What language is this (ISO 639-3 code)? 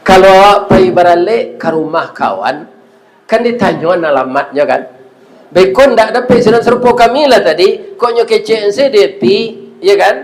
min